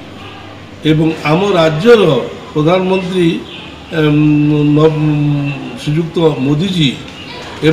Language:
Odia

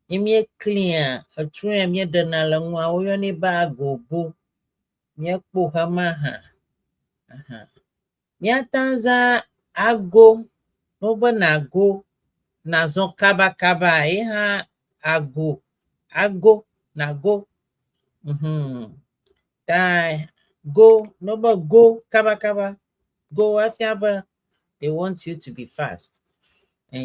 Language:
Ewe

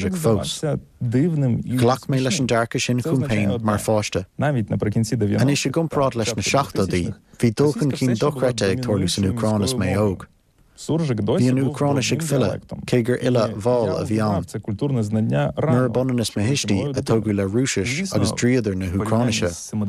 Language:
Irish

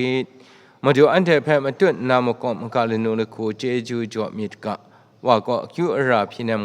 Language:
Kachin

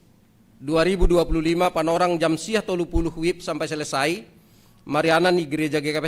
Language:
Batak Simalungun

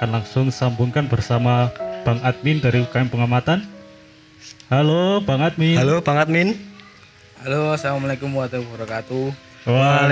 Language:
Indonesian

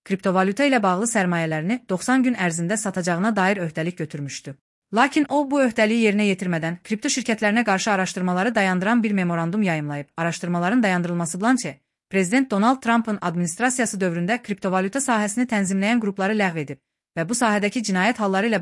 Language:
Azerbaijani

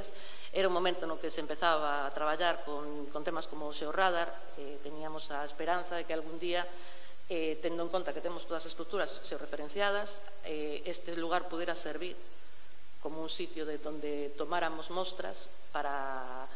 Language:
Galician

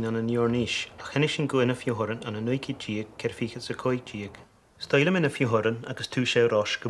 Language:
Scottish Gaelic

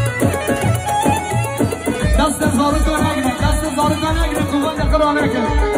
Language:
Kurdish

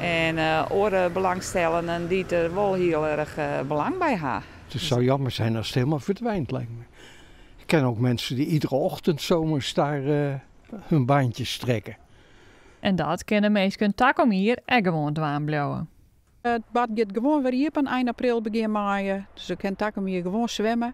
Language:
Western Frisian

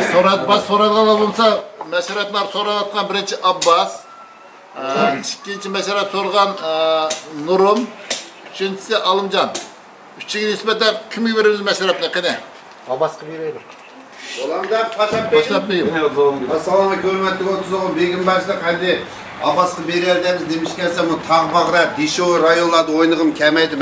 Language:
Uyghur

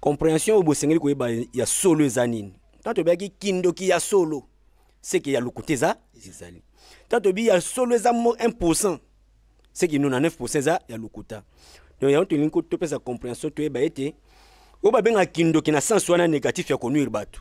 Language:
Lingala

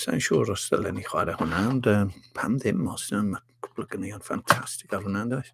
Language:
Welsh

